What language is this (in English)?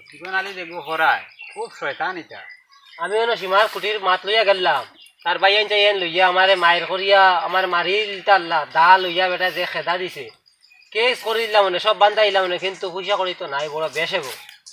Sylheti